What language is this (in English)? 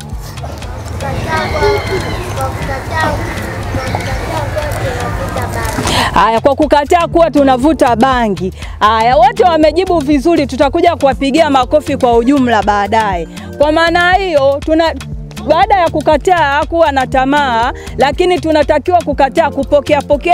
Swahili